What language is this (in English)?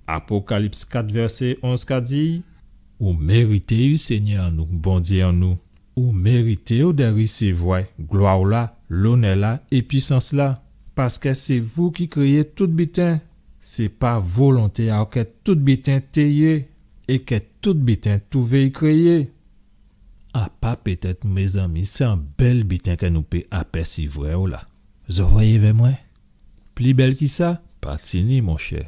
Guadeloupean Creole French